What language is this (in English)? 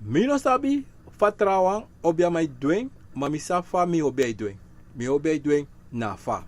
Sranan Tongo